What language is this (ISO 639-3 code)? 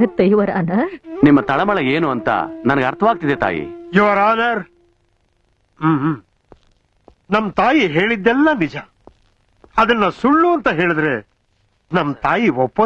kan